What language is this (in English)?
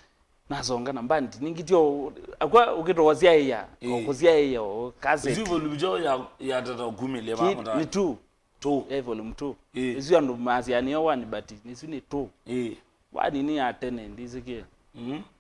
Kamba